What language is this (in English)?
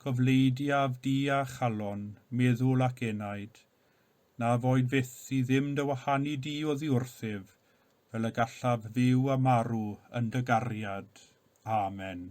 Welsh